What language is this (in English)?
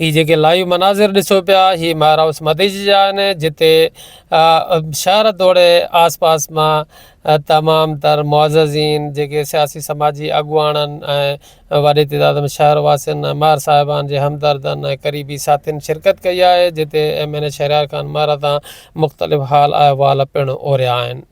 Sindhi